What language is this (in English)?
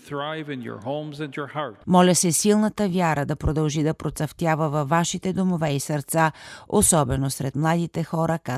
Bulgarian